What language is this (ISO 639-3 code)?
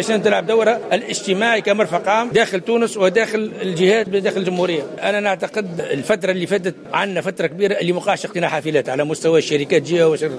aeb